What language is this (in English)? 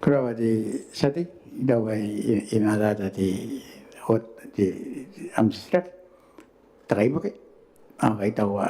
Gilbertese